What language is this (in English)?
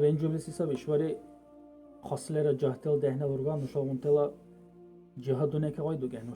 Dargwa